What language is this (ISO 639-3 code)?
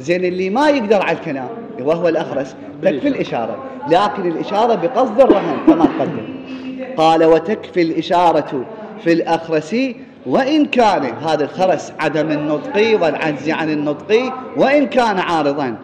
acm